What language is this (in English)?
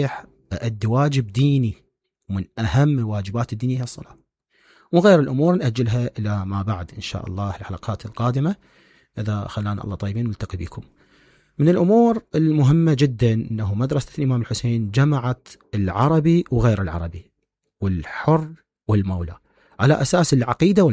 Mesopotamian Arabic